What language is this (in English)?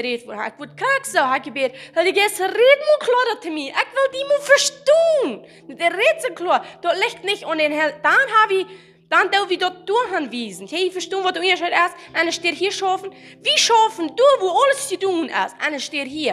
Plautdietsch